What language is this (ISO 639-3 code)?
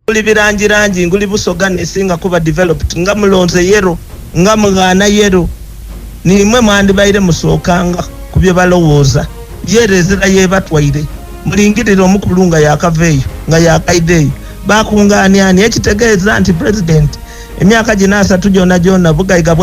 lug